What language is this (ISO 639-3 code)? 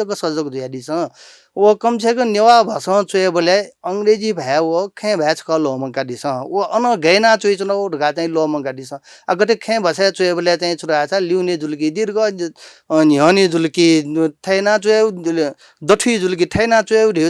new